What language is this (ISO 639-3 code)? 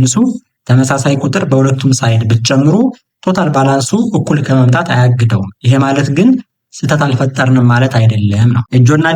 amh